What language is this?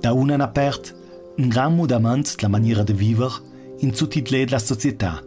Ladin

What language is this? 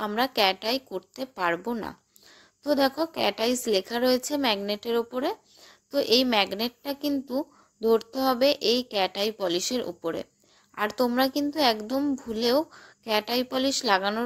Bangla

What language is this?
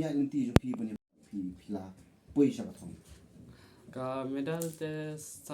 Khasi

